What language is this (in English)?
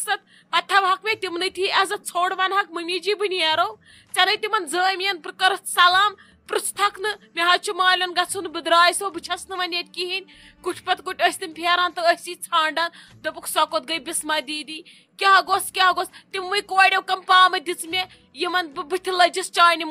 Kashmiri